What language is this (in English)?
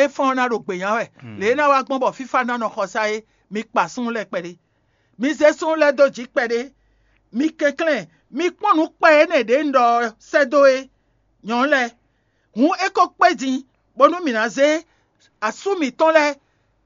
Fon